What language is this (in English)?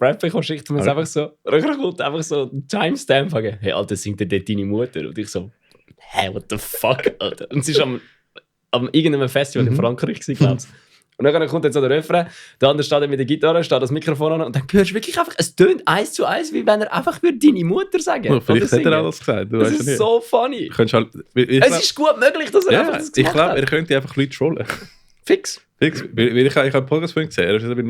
Swiss German